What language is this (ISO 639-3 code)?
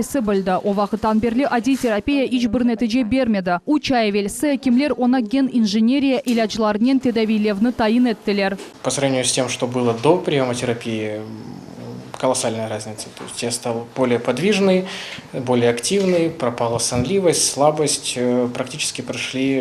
crh